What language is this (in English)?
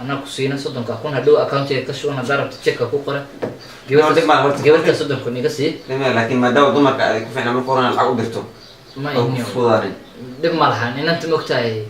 Somali